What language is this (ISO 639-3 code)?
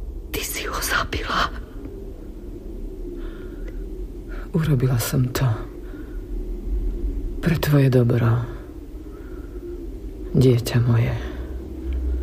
slk